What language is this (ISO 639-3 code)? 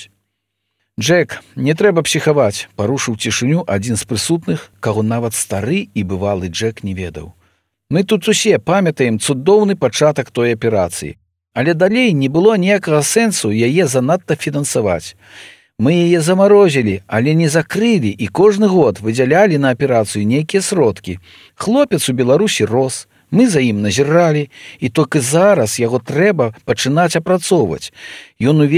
bel